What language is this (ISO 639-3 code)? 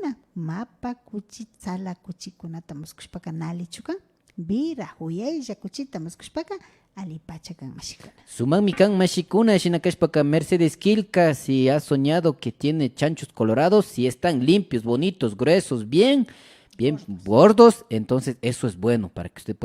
qvi